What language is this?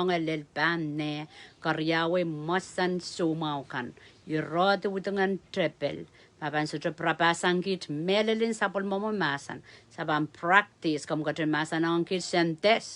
Pohnpeian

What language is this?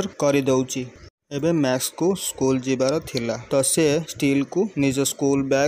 Odia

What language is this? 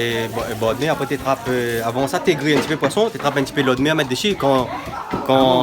Réunion Creole French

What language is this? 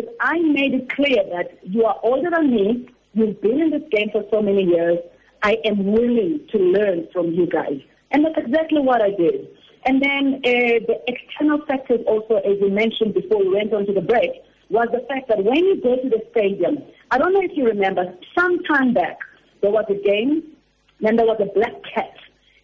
Tswana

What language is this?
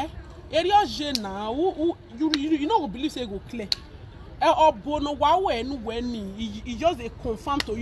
Nigerian Pidgin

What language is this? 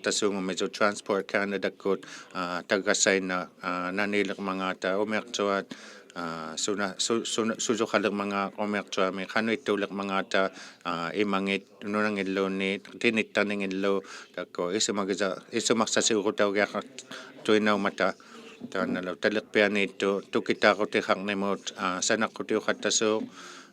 Inuktitut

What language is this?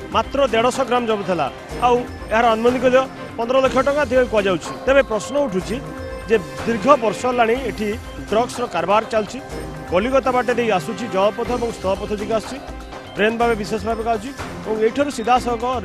Odia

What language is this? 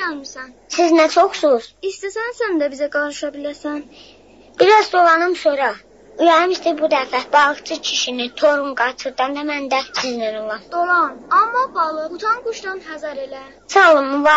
South Azerbaijani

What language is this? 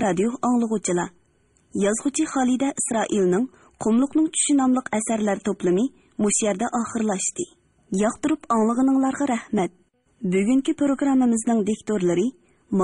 Uyghur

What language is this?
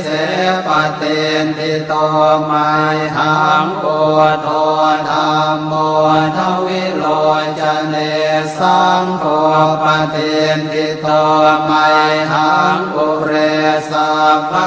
Pali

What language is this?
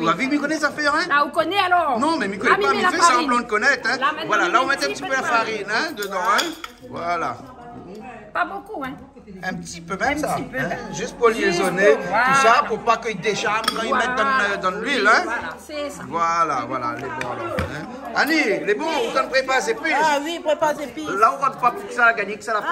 Réunion Creole French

